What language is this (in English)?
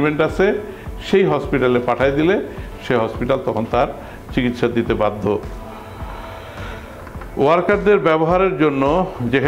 Bangla